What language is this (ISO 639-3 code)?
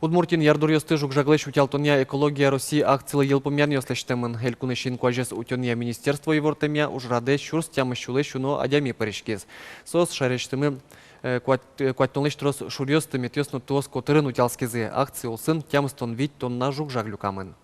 udm